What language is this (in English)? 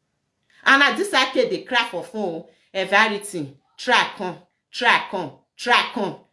Nigerian Pidgin